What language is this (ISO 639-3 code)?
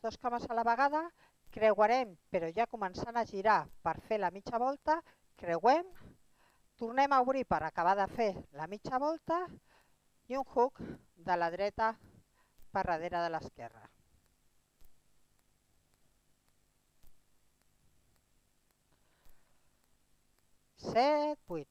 cat